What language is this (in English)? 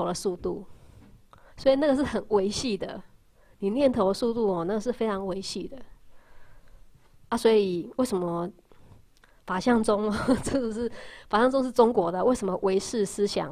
Chinese